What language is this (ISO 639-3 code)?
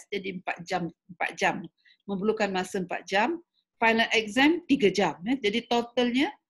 msa